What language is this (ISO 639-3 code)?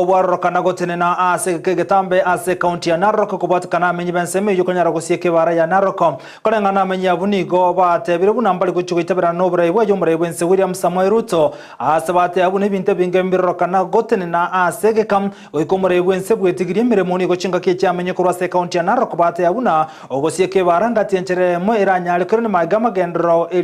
guz